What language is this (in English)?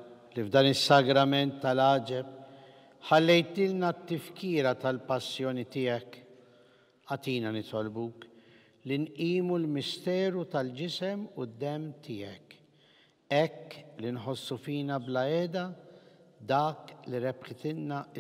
Maltese